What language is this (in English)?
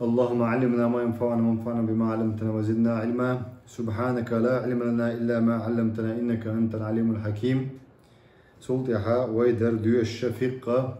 Chechen